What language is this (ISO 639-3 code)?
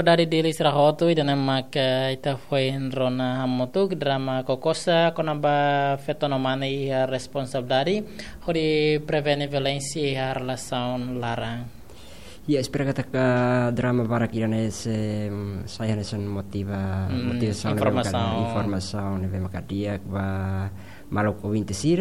tet